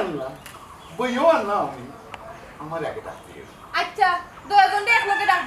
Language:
Sylheti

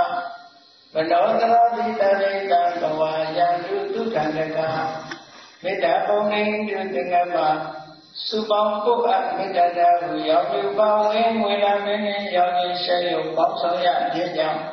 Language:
Burmese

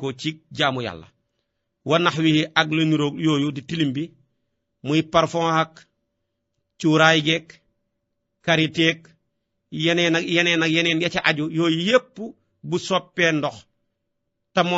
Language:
Wolof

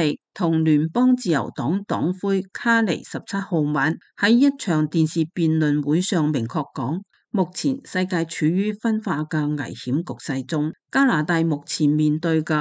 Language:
Cantonese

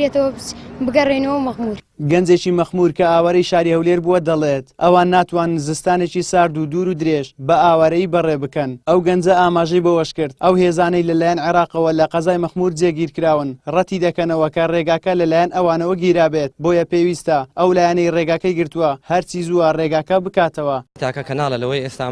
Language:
Central Kurdish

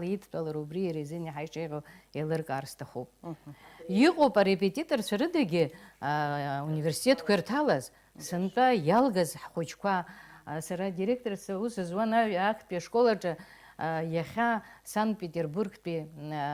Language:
Abkhazian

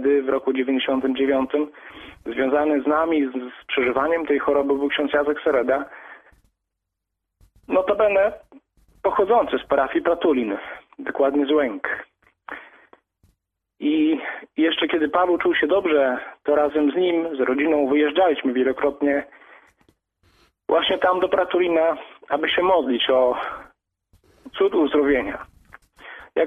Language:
Polish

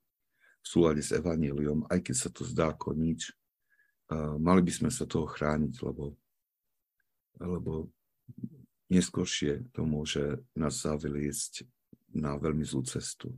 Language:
Slovak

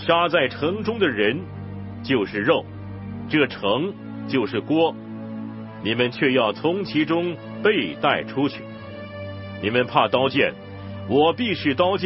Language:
Chinese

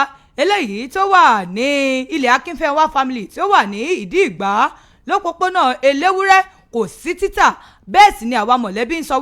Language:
Yoruba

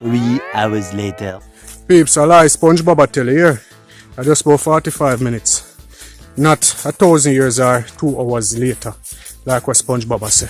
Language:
Jamaican Creole English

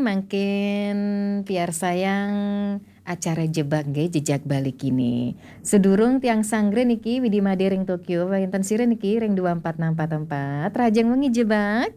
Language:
Balinese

